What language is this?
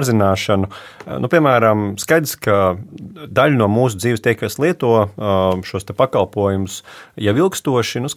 Latvian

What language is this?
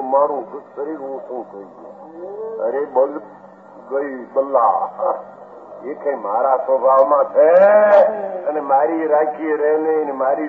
Gujarati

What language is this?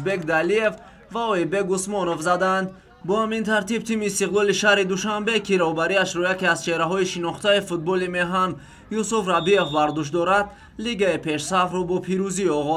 Tajik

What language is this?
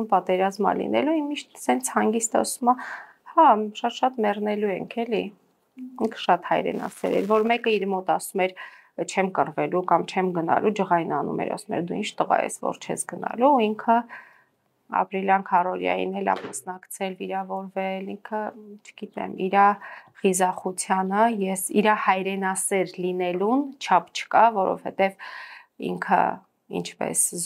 Armenian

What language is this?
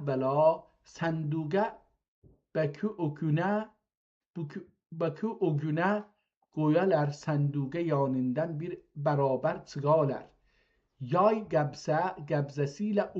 South Azerbaijani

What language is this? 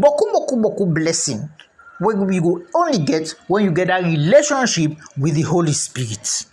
Krio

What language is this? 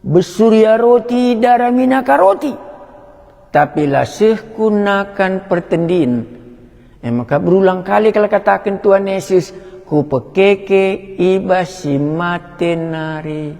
Batak Karo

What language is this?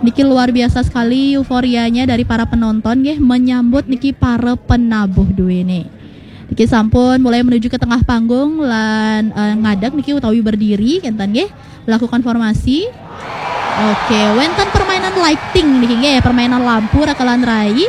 Balinese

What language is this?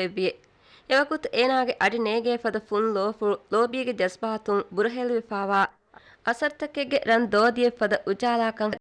Divehi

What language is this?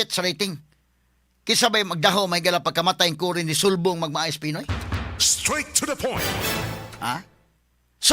Cebuano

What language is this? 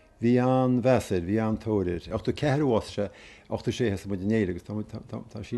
Irish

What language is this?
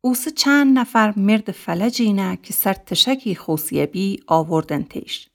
Gilaki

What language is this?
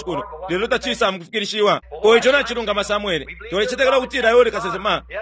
Bemba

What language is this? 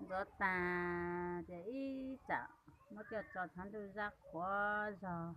Hmong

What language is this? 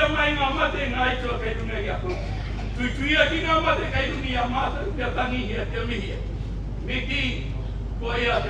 Māori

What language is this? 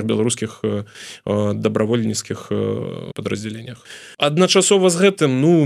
Belarusian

